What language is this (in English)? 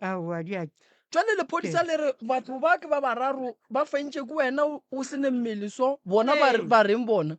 Northern Sotho